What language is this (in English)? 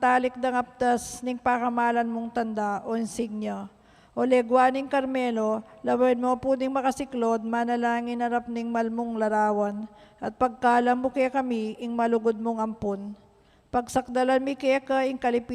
Pampanga